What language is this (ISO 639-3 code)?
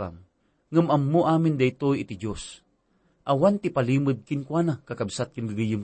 ilo